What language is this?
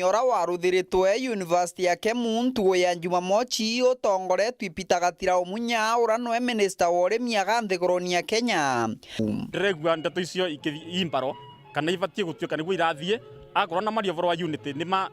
Meru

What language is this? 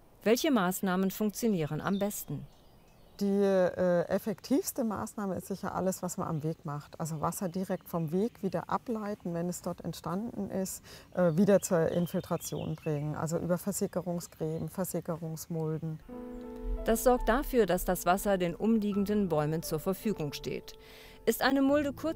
German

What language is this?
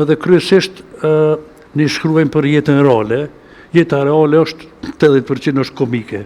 Albanian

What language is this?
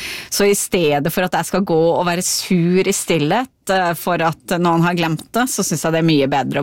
Norwegian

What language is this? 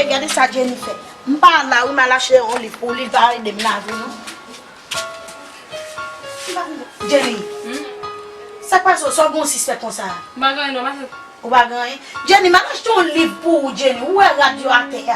Haitian Creole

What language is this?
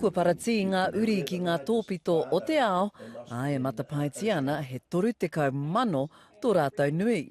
Māori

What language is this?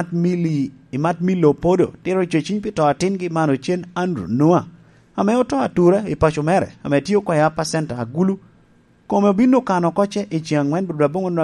Lango (Uganda)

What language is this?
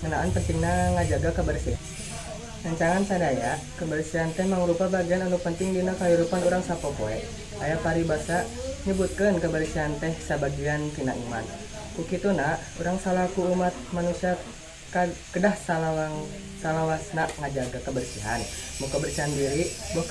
Sundanese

